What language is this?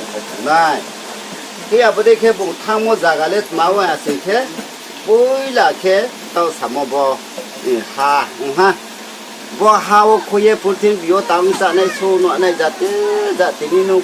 Riang (India)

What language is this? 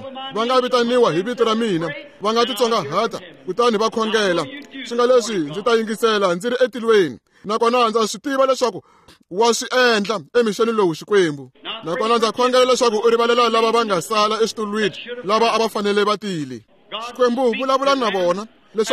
Tsonga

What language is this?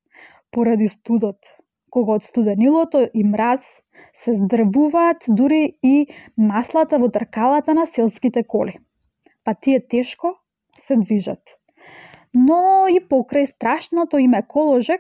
Macedonian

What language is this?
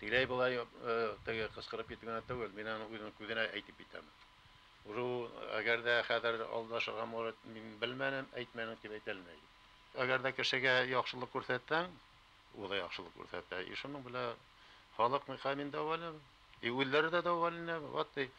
Bashkir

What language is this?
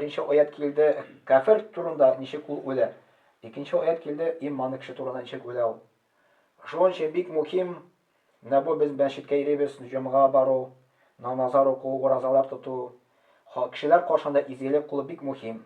Tatar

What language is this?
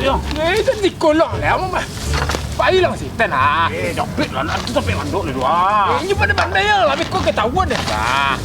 Minangkabau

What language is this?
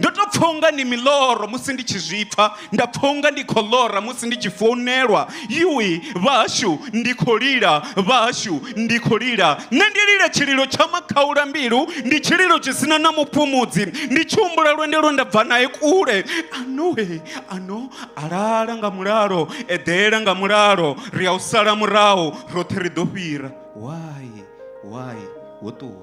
Venda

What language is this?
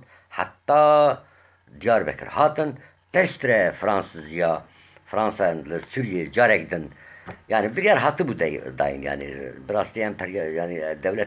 Kurdish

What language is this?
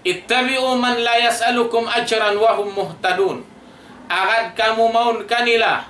Tausug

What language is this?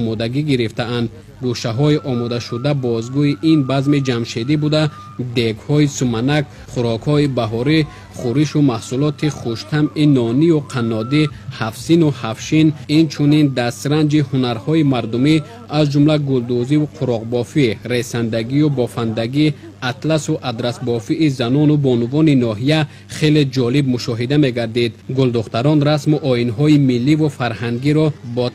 Tajik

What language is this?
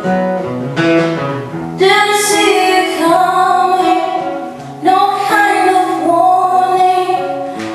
English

